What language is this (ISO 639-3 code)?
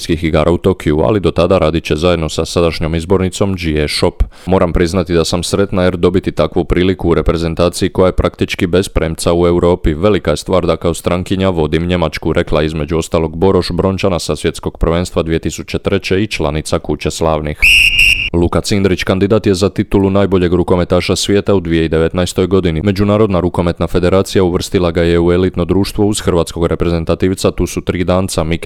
hrv